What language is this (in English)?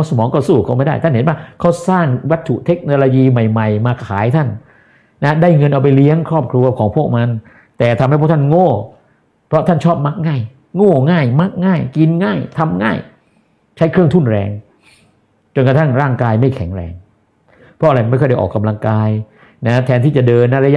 Thai